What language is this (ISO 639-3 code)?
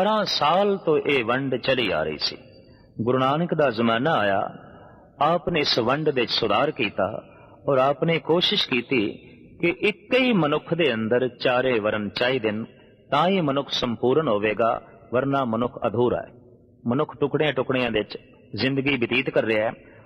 pan